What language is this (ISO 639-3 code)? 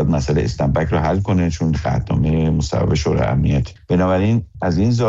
fas